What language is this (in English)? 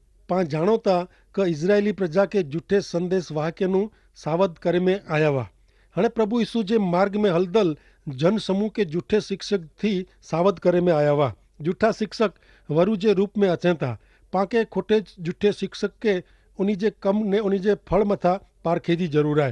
Kachhi